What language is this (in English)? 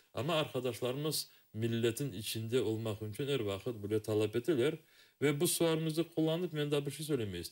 Crimean Tatar